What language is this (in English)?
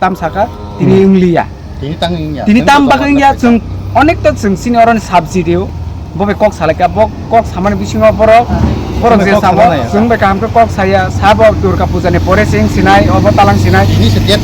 Kok Borok